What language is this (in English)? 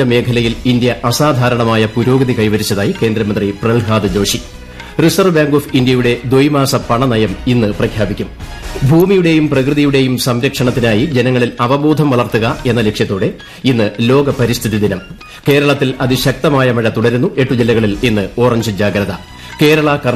Malayalam